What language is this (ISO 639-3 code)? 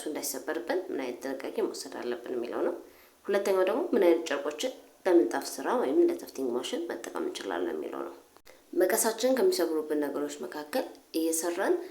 amh